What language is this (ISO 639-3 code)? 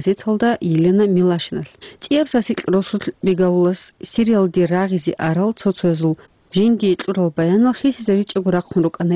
ava